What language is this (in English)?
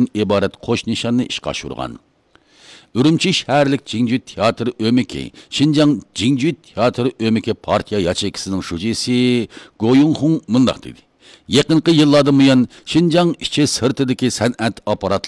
Uyghur